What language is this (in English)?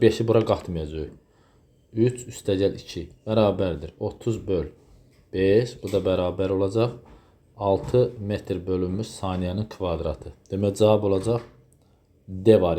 Azerbaijani